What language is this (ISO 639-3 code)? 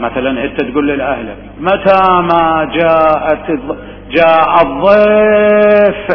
acm